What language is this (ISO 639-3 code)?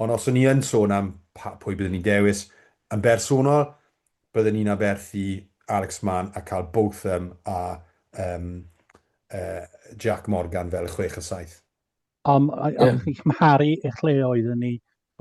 cym